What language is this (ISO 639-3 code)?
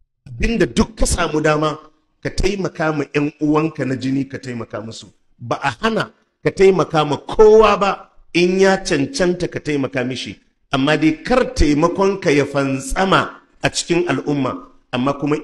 hau